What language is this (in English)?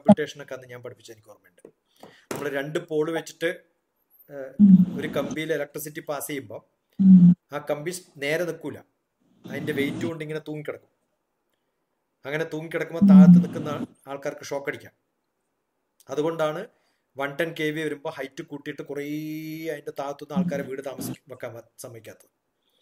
Malayalam